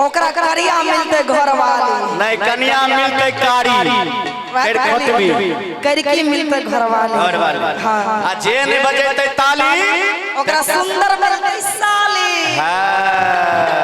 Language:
Maithili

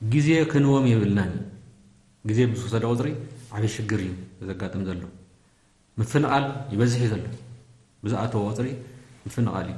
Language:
Tigrinya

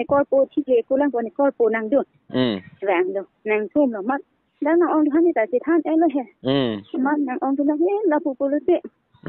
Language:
Karbi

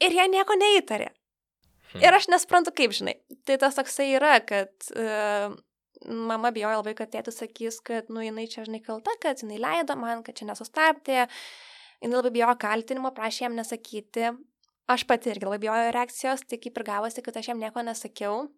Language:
Lithuanian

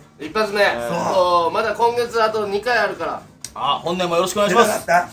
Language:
Japanese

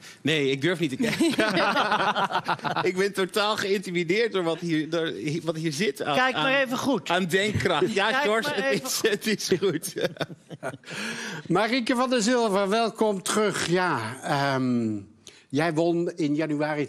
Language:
Dutch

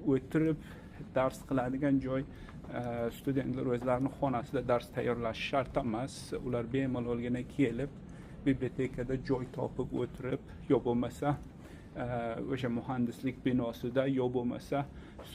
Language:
Uzbek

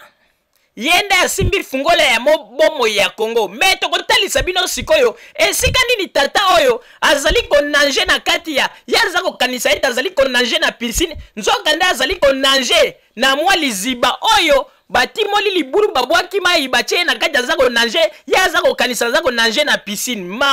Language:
Lingala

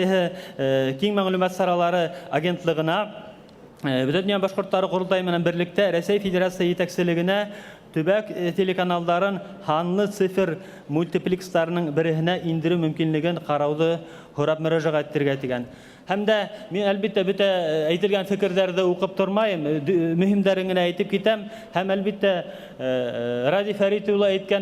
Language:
Bashkir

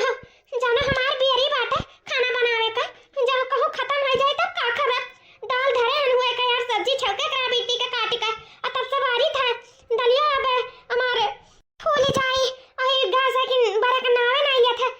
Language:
Awadhi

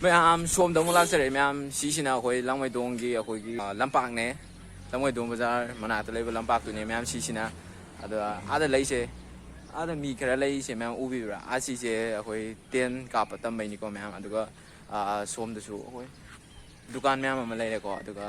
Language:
Manipuri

